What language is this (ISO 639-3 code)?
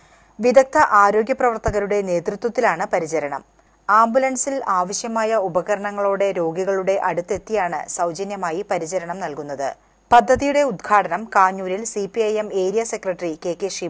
mal